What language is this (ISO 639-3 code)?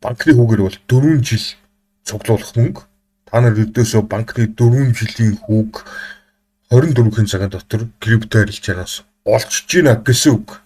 mon